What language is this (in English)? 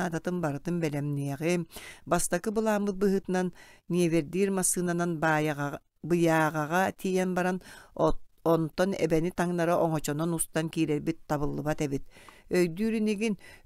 Yakut